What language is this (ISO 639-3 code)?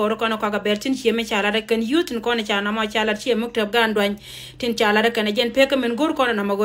nus